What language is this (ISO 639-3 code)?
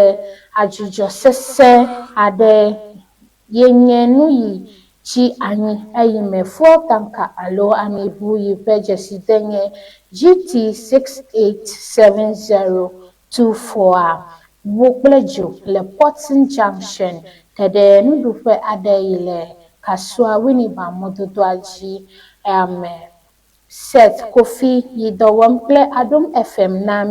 ewe